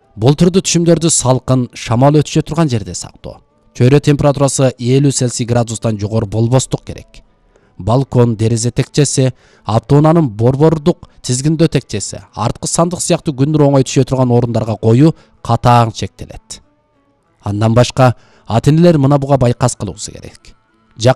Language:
Kyrgyz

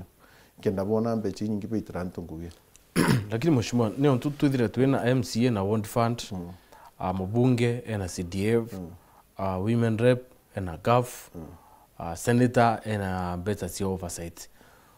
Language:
Meru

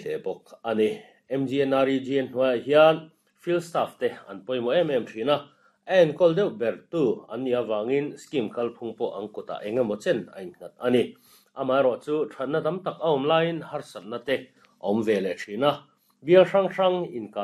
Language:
Mizo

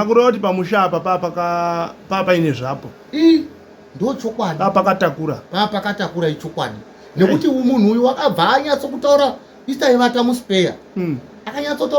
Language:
Shona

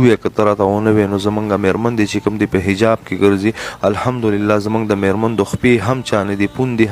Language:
Pashto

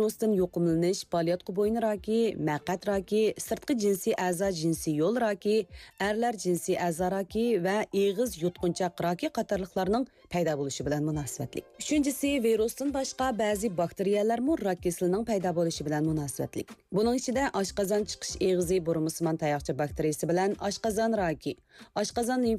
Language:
Uyghur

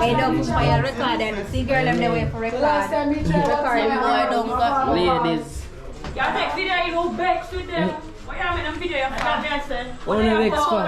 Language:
Jamaican Creole English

